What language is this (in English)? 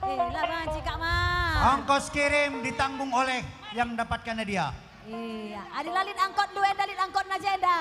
Batak Karo